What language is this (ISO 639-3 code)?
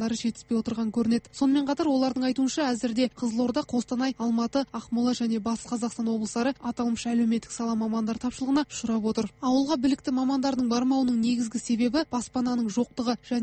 kaz